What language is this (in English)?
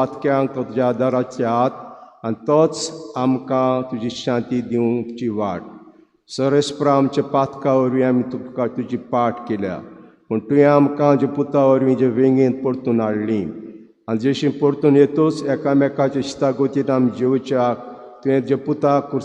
Konkani